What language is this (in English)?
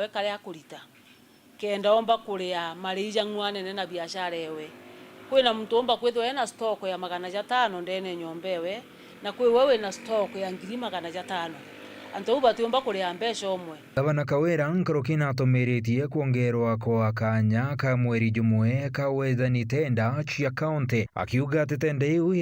Meru